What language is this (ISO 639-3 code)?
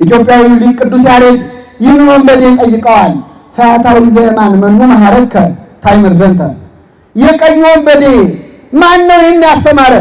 amh